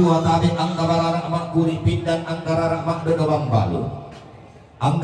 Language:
Toraja-Sa'dan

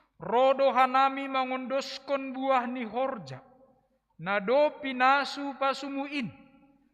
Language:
Batak Simalungun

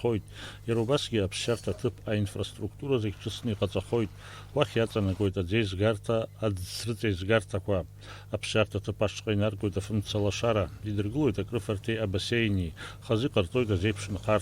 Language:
Abkhazian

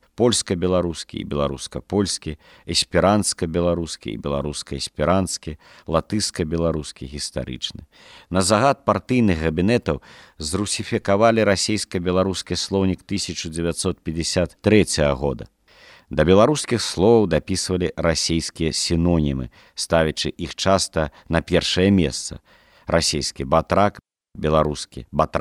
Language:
Belarusian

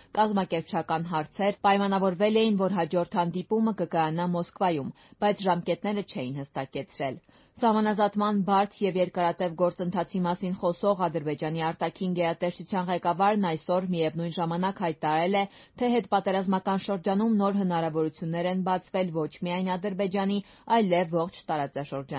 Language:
Armenian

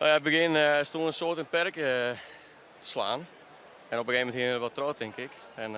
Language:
Western Frisian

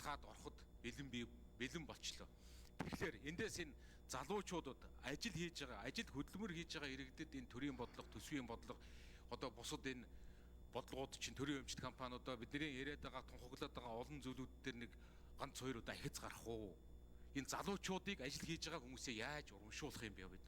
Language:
Mongolian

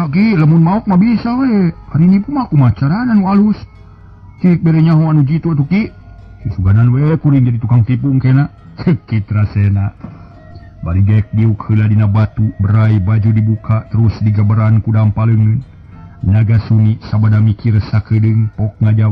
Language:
Sundanese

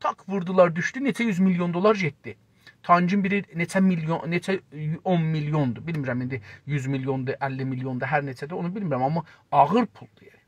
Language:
South Azerbaijani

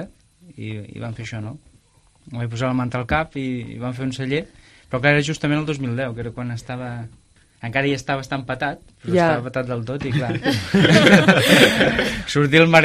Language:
Catalan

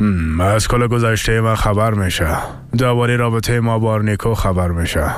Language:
Persian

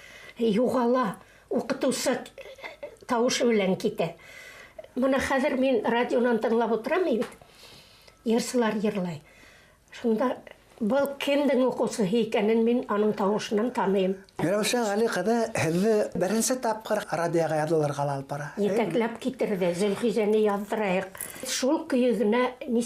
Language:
Bashkir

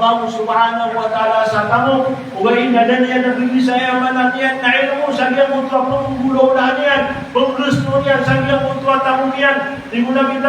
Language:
Maranao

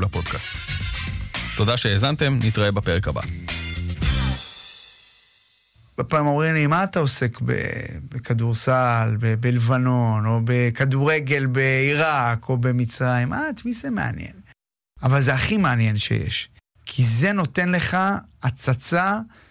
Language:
Hebrew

